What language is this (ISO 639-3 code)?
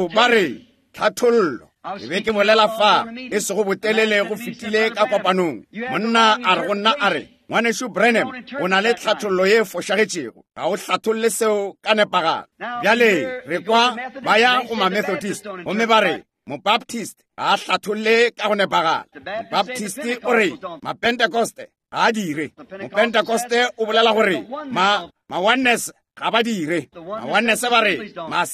nso